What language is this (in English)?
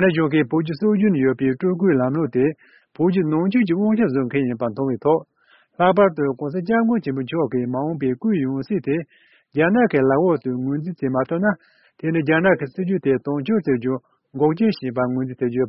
Tibetan